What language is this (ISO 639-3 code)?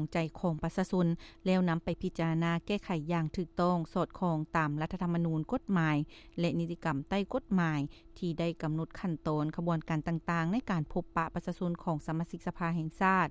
lao